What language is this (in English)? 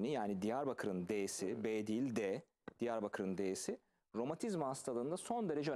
Turkish